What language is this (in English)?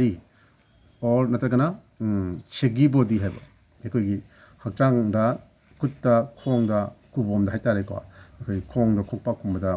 Manipuri